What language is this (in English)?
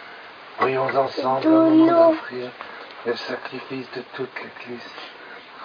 French